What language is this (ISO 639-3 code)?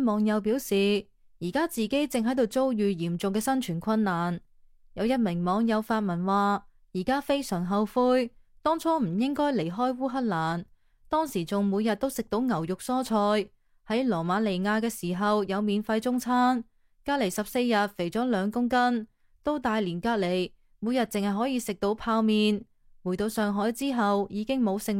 yue